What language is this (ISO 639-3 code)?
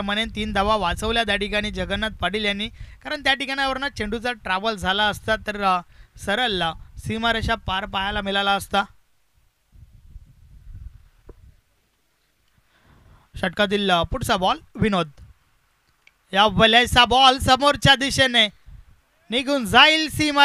mar